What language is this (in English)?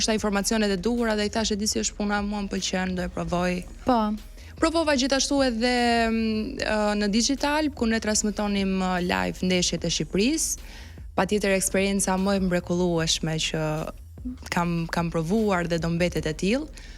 Albanian